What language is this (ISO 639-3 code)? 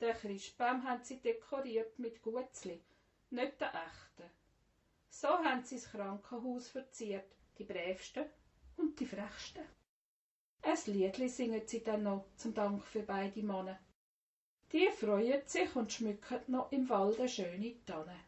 gsw